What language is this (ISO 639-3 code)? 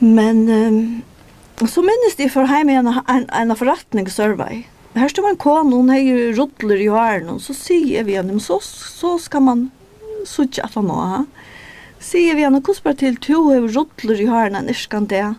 fao